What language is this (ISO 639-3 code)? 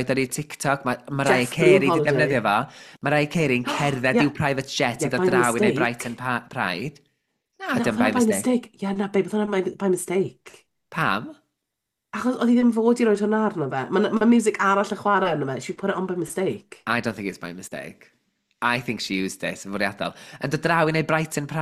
cym